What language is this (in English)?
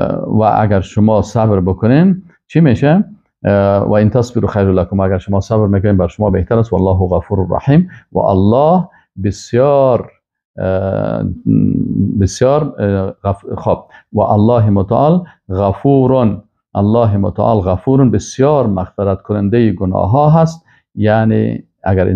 Persian